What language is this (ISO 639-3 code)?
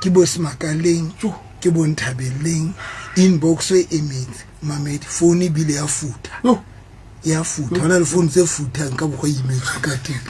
sot